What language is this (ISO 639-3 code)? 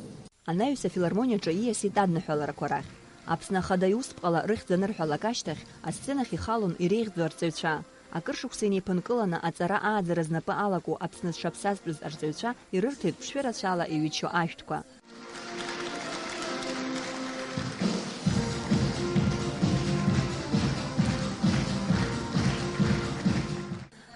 abk